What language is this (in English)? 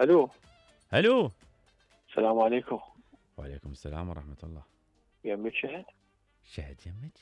Mesopotamian Arabic